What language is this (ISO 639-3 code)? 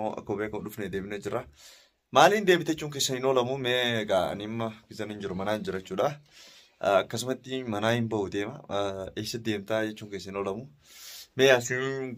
orm